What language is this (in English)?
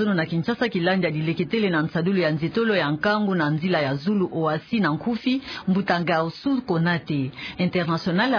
Kituba (Democratic Republic of Congo)